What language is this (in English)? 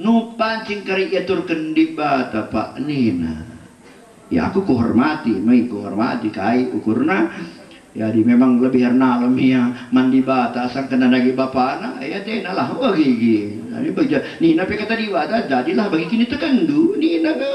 Batak Karo